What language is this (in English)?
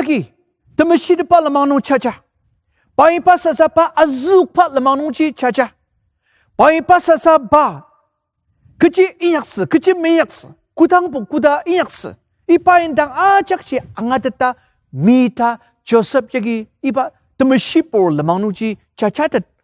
Ao Naga